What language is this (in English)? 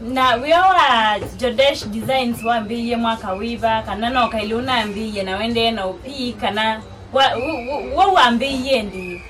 Kamba